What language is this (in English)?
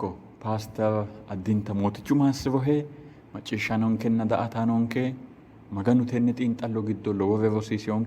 Sidamo